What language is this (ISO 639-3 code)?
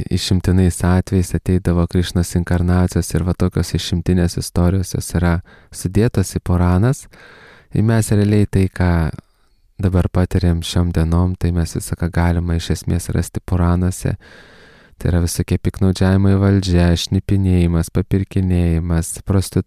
lit